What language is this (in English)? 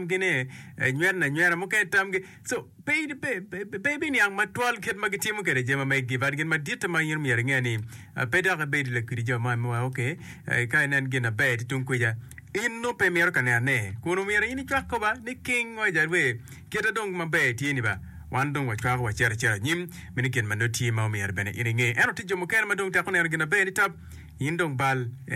Acoli